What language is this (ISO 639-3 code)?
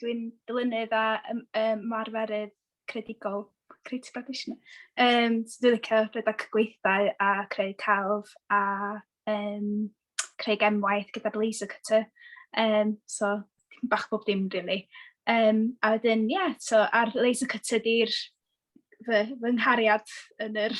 cym